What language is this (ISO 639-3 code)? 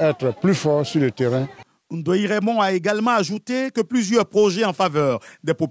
fra